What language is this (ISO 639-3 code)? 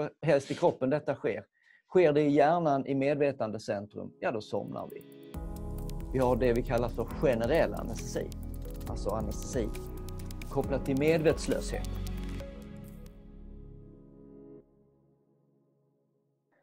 swe